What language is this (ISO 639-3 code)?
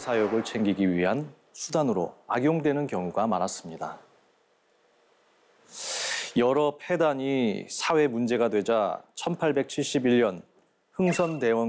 kor